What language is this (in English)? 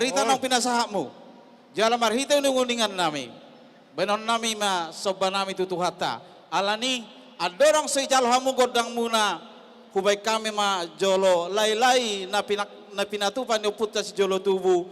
Batak Toba